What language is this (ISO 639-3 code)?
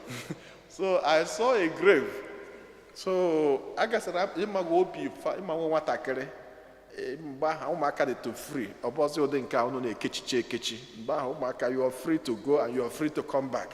ibo